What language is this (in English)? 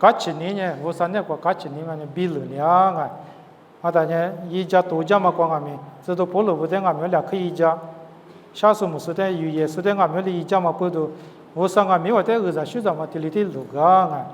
Lisu